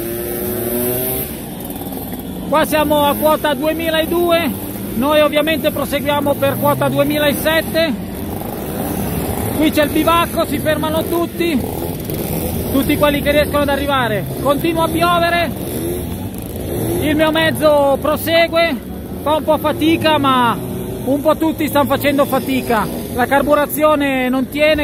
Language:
Italian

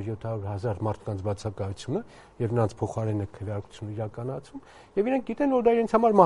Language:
Armenian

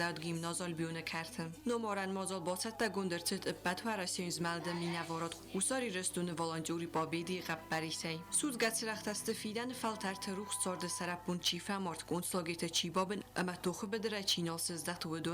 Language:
Ossetic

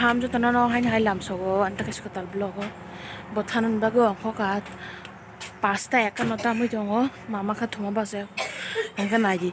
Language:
Kok Borok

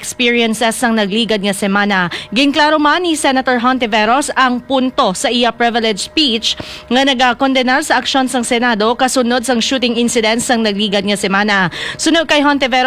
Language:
Hiligaynon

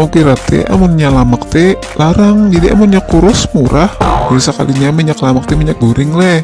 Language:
Banjar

